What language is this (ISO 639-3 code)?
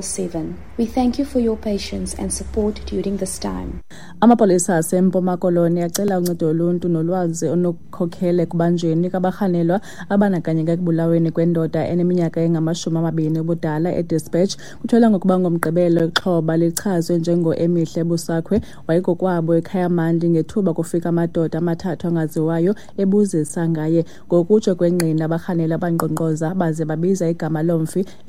xho